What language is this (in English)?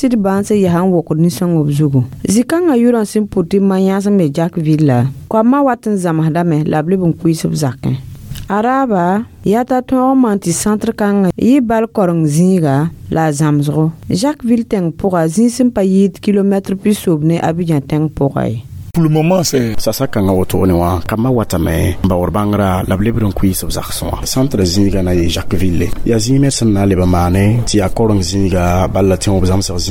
Mossi